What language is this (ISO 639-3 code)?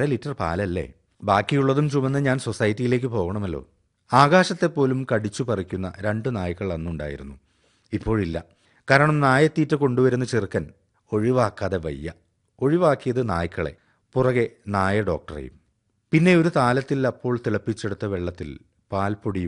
mal